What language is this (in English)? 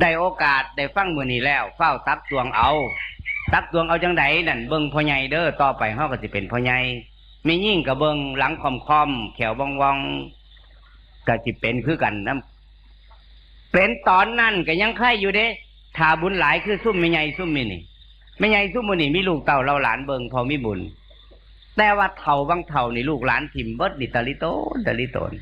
Northeastern Thai